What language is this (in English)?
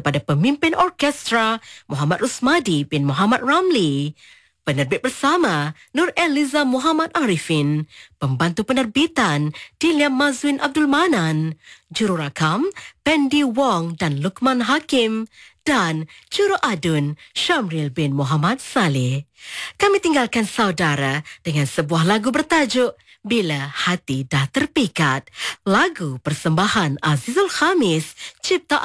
Malay